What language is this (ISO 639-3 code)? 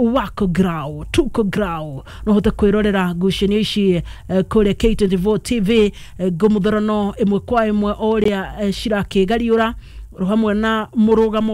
kik